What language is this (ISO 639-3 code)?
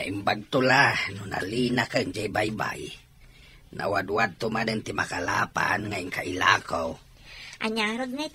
ilo